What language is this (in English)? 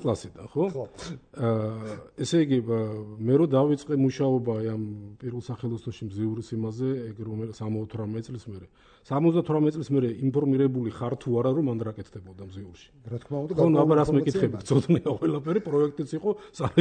Georgian